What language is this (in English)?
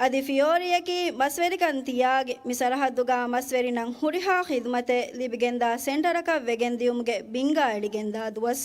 Divehi